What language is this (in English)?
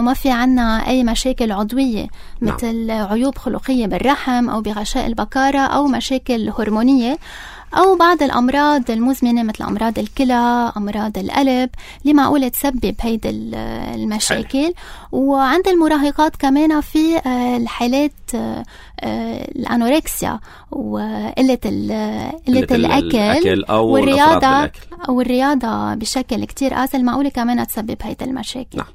North Levantine Arabic